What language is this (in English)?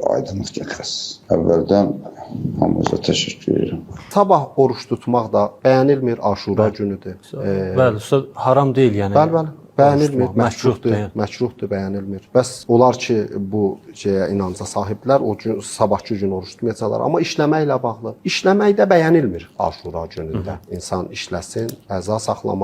Azerbaijani